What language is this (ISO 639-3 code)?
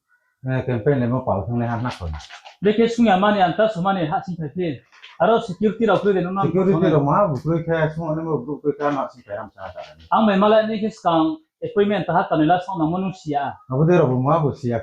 ria